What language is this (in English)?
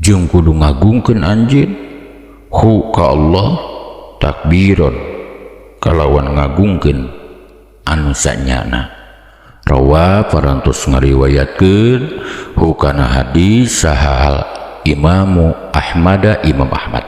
Sundanese